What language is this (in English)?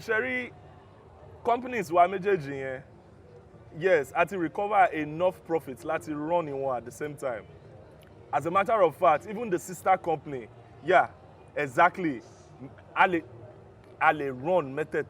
Yoruba